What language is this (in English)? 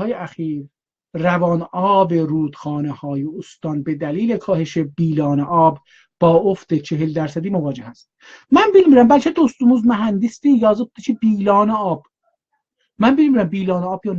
South Azerbaijani